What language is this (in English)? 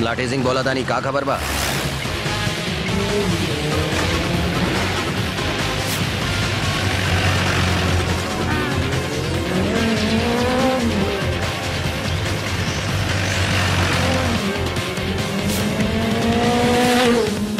Bhojpuri